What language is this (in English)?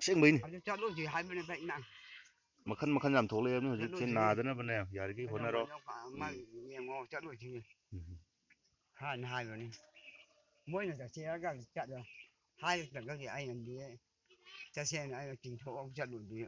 Manipuri